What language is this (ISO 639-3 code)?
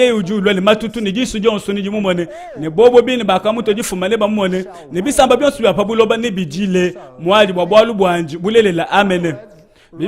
lua